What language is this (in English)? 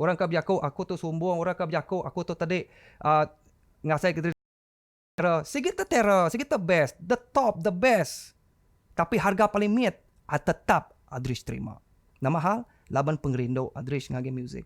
Iban